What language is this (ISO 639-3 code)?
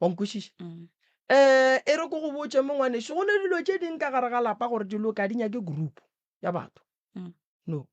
nso